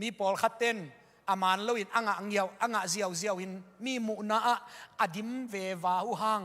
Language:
Tedim Chin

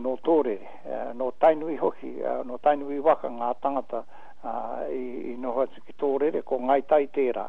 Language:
Māori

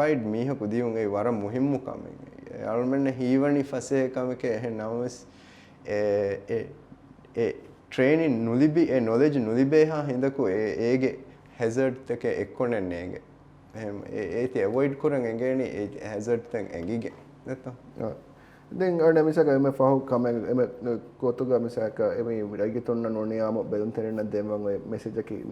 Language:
Divehi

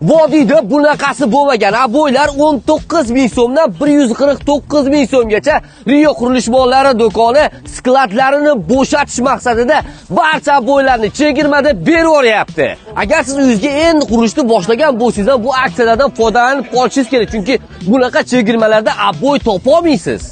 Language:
Uzbek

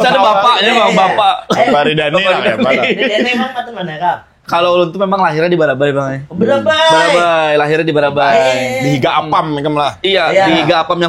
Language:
Banjar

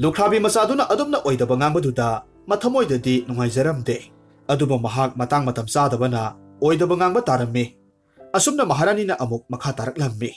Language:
Manipuri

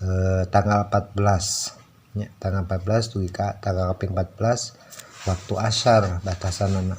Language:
Sundanese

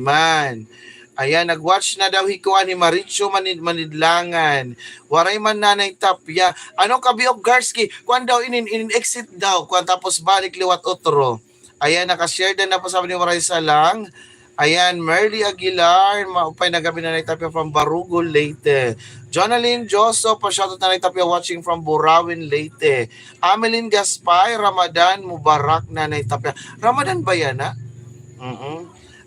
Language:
Waray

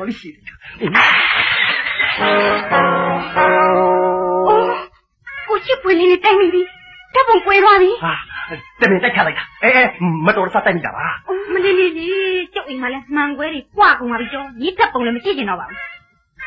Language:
Burmese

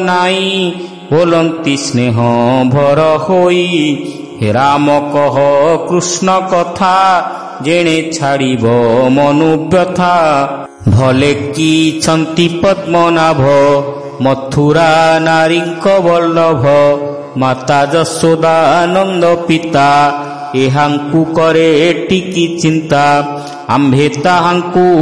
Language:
Odia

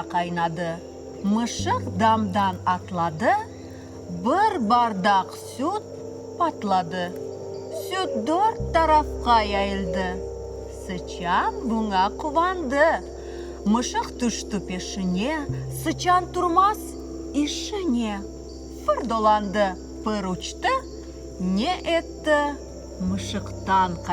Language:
Crimean Tatar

